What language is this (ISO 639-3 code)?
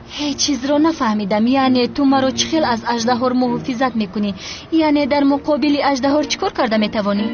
tgk